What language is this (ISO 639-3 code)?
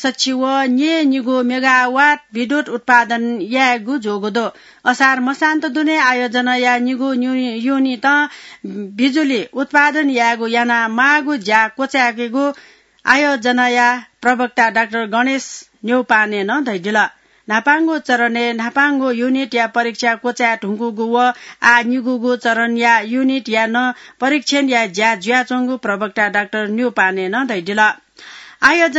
new